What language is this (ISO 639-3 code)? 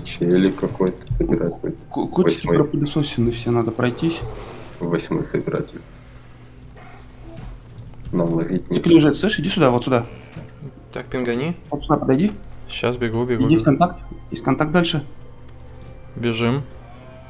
rus